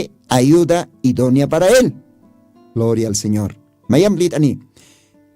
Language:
Aymara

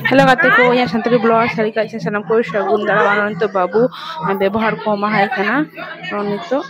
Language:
Santali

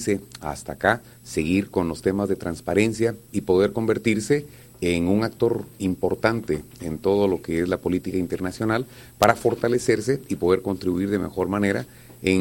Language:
Spanish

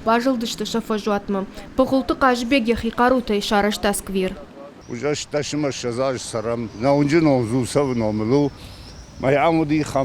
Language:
Ossetic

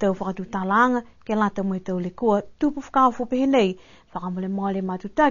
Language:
Niuean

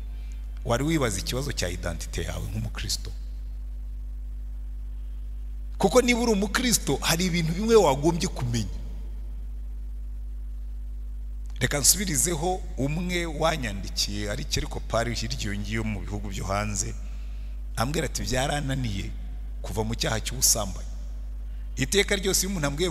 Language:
Kinyarwanda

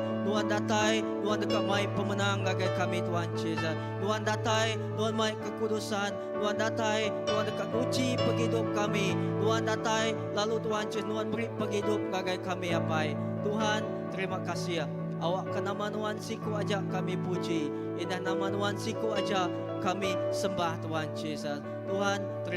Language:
Iban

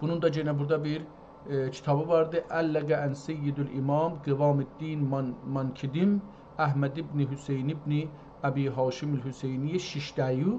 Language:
South Azerbaijani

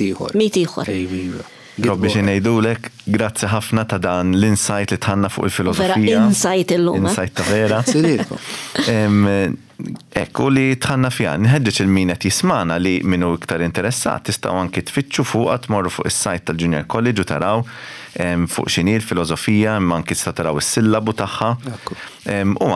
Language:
Maltese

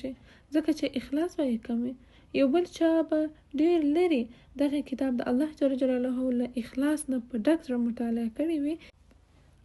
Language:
Pashto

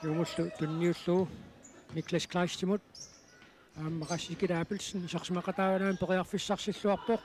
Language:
Kalaallisut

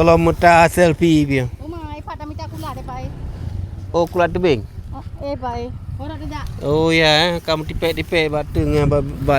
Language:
Achinese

